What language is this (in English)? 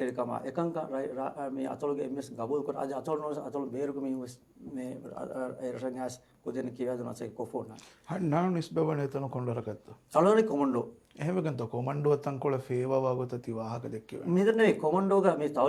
Divehi